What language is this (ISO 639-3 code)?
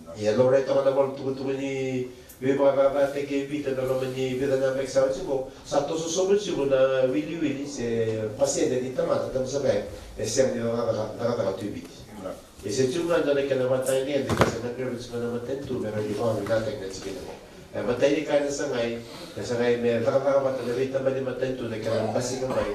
fij